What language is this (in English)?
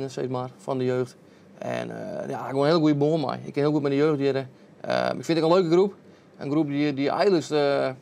Western Frisian